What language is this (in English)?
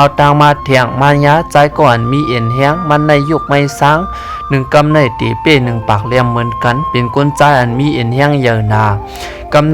Lao